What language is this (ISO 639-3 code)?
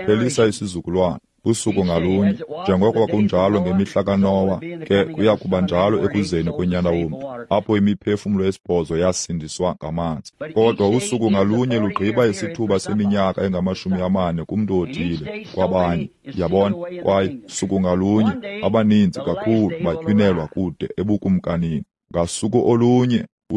xho